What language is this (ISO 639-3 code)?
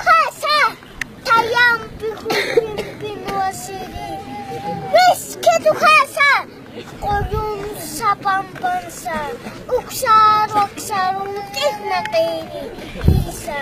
aym